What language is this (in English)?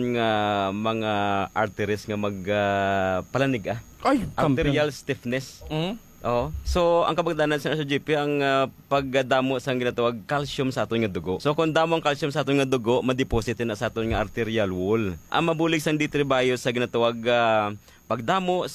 Hiligaynon